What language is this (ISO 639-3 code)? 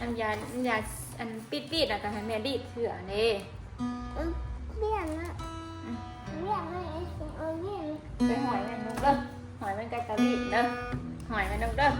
tts